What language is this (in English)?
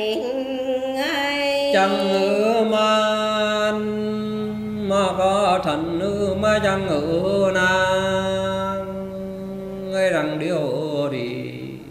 Vietnamese